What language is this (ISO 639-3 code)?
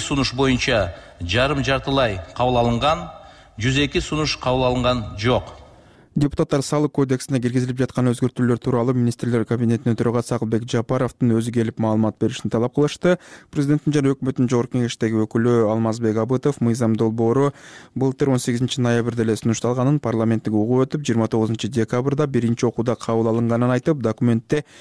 kir